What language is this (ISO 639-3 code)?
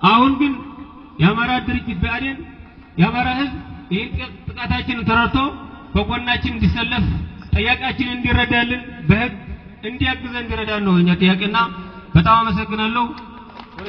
amh